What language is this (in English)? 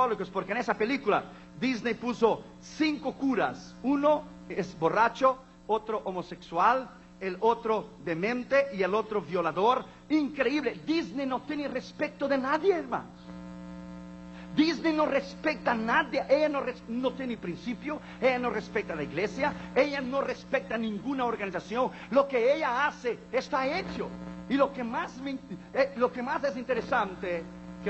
Spanish